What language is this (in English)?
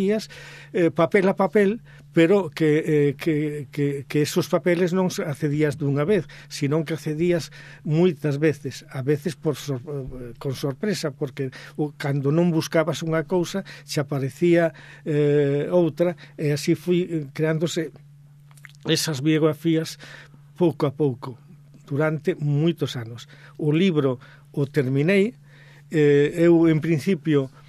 Galician